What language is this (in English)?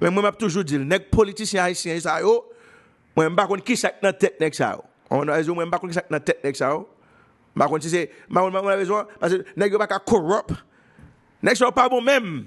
Haitian Creole